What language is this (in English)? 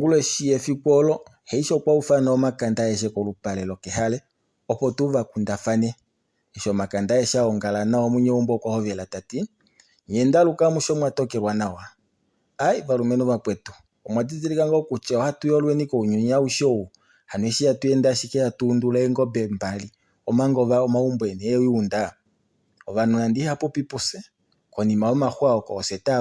Kuanyama